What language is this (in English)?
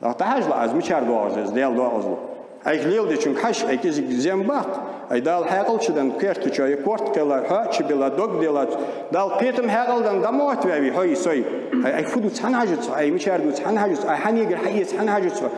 Ingush